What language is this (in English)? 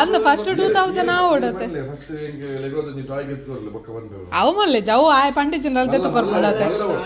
Tulu